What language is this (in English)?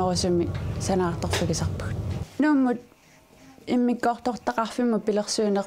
Kalaallisut